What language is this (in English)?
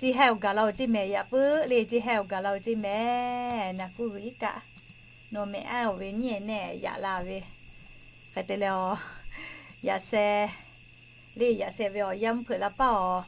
Lahu